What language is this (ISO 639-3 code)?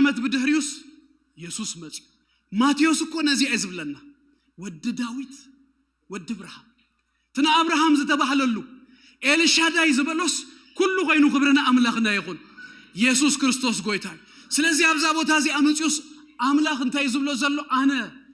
tir